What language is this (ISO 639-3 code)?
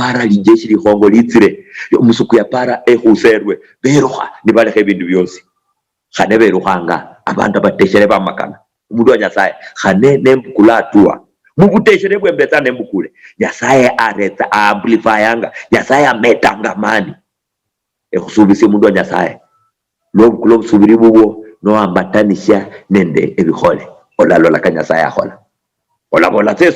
luy